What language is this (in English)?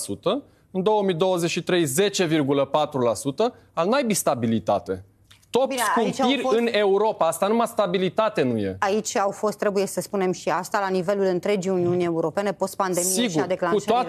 Romanian